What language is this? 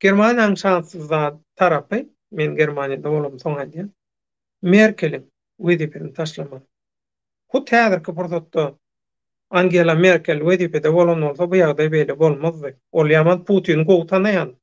Turkmen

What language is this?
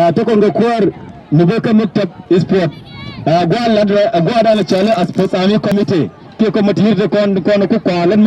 Nuer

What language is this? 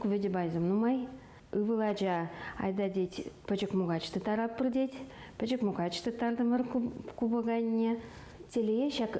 Chuvash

